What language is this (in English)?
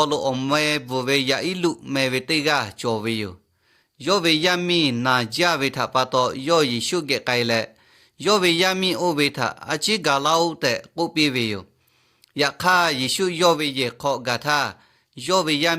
Lahu